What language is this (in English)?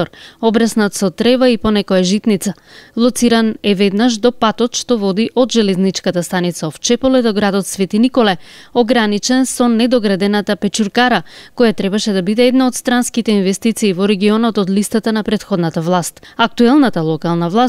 Macedonian